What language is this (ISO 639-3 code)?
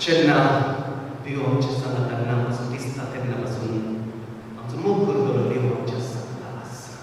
kok